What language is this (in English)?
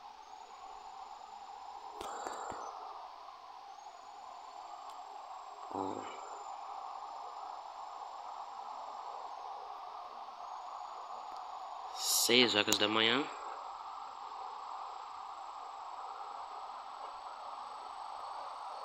Portuguese